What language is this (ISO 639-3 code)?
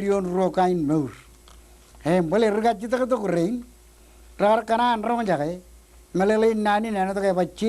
mah